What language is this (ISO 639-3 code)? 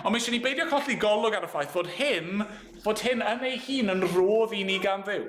cym